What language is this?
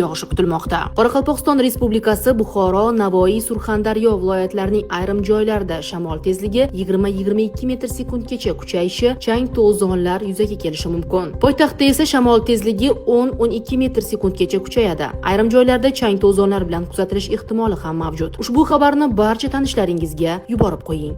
Uzbek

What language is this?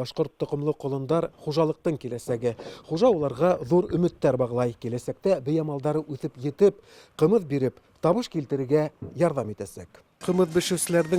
Bashkir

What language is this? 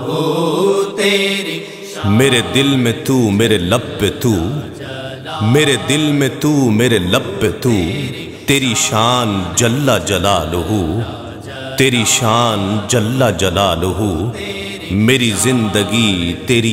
Urdu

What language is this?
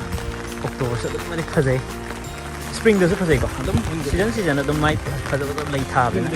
Manipuri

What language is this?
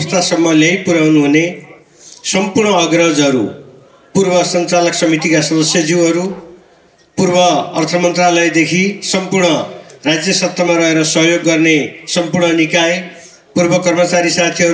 Nepali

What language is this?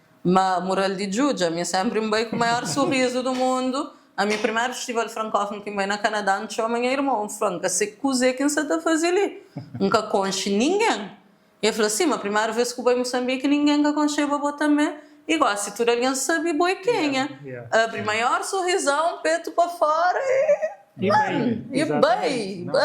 Kabuverdianu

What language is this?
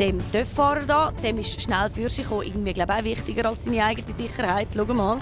Swiss German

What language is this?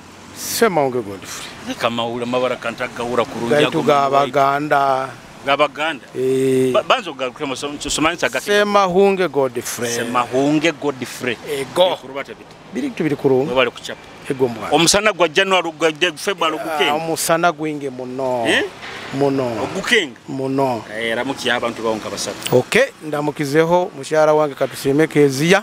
Nyoro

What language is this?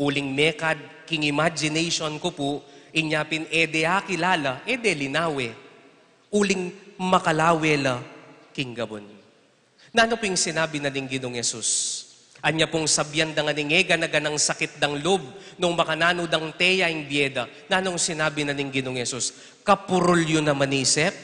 Pampanga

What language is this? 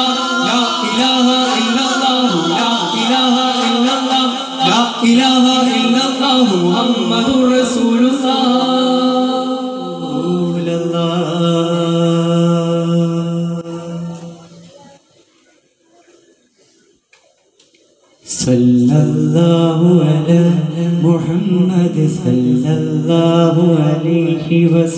Malayalam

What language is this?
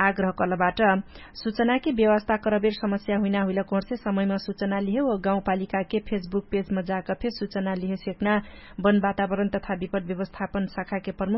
Dangaura Tharu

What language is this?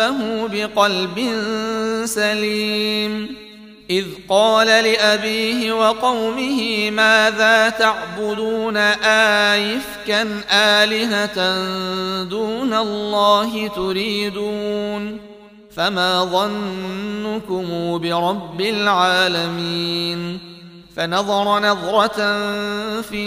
Arabic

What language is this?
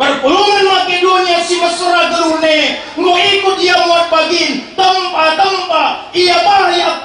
Batak Karo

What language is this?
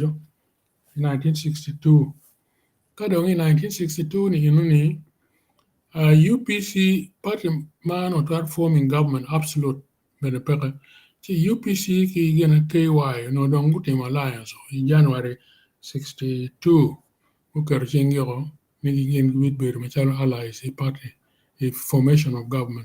Acoli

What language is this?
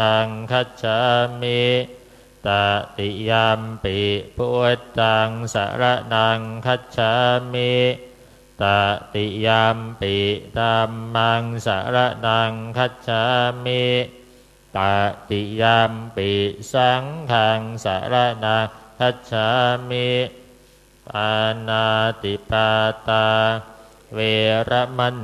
Pali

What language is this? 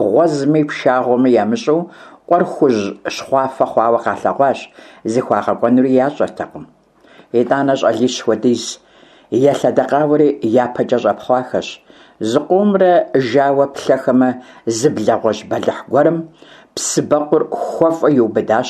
Kabardian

